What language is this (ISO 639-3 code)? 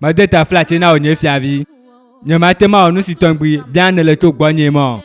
ewe